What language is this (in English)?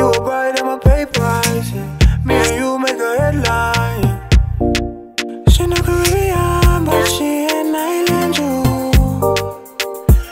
English